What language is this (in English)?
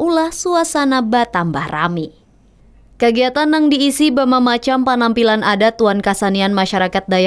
Banjar